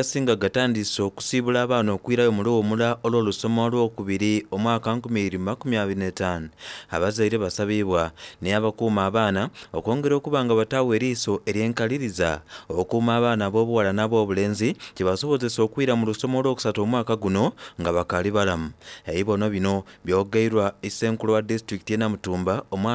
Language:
Soga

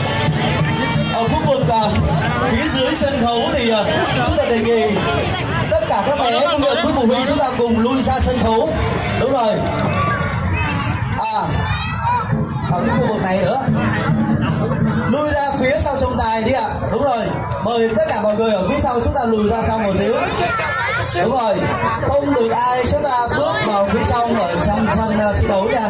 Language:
Vietnamese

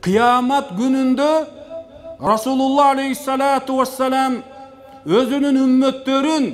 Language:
Kyrgyz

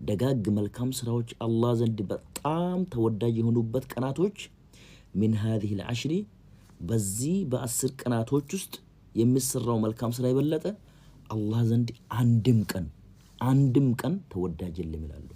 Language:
Amharic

